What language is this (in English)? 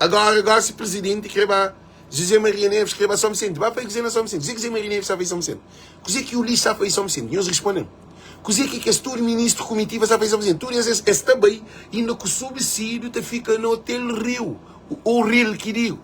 Kabuverdianu